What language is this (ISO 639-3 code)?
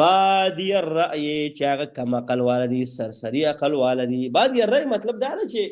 pus